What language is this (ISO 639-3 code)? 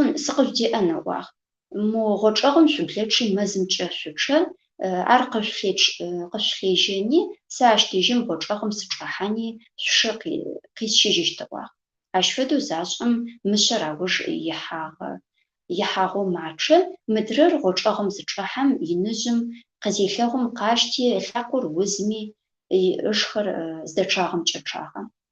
ady